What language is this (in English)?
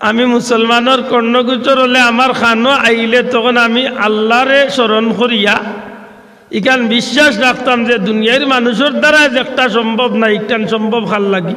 Sylheti